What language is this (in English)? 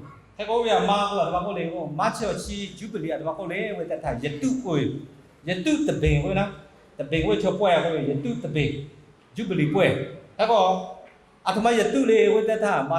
Lahu